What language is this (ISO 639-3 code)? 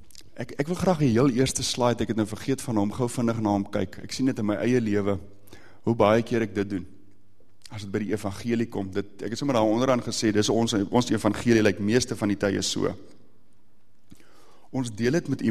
afr